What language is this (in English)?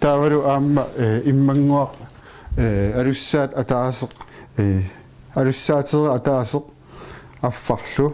Kalaallisut